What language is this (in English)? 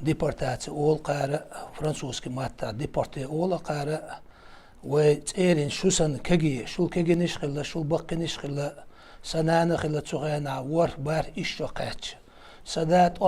Chechen